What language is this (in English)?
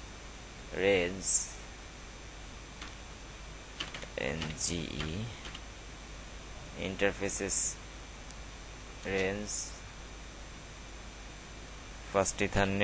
Bangla